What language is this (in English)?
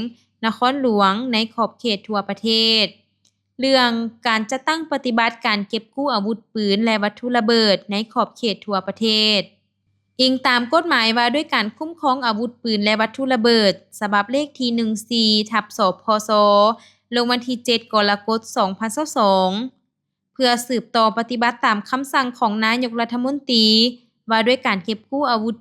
Lao